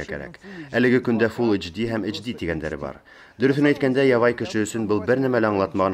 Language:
Bashkir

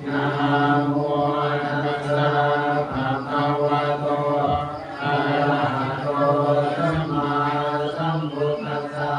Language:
Pali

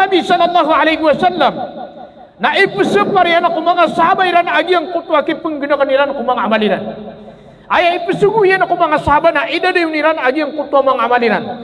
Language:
Maranao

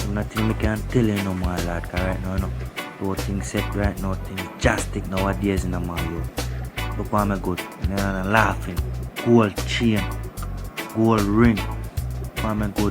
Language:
Jamaican Creole English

